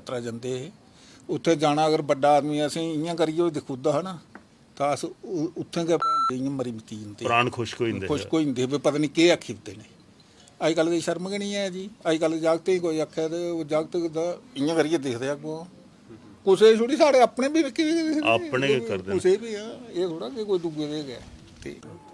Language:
Dogri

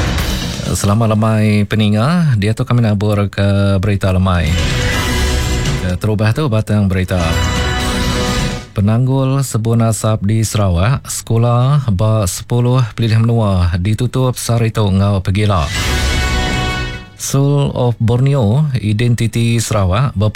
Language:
Iban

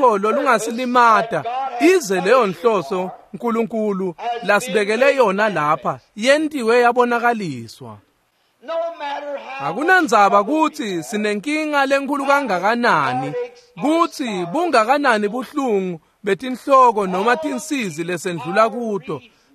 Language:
Swati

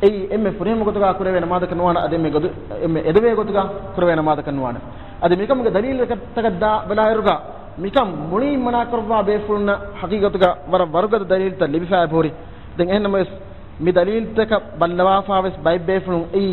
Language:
Divehi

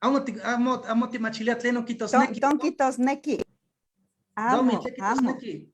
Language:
Eastern Huasteca Nahuatl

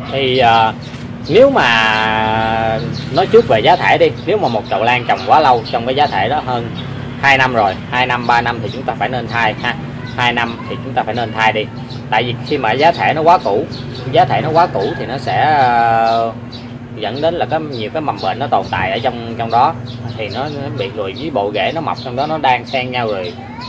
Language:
Vietnamese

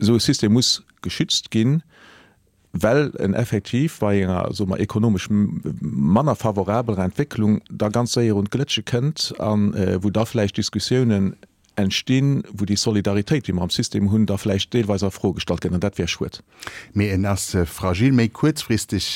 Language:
Luxembourgish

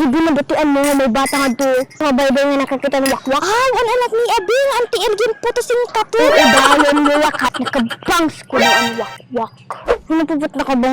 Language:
Waray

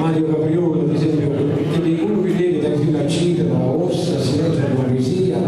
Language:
Sardinian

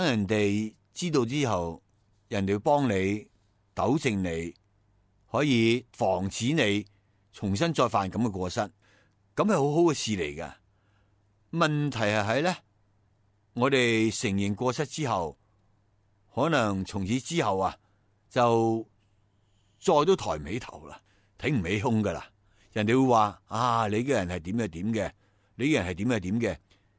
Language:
Cantonese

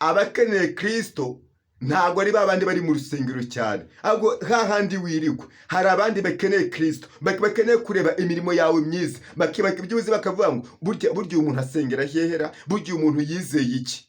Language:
Kinyarwanda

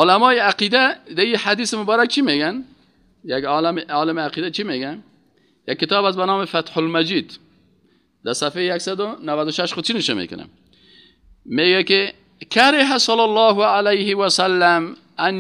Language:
Persian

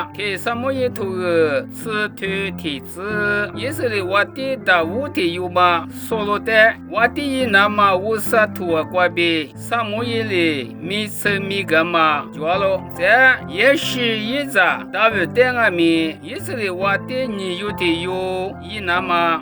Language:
Lisu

